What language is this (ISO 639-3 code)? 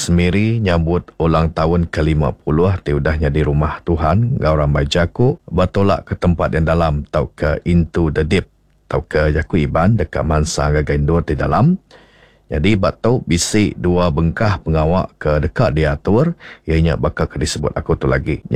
iba